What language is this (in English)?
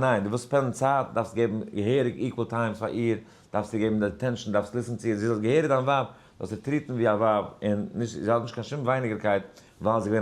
Yiddish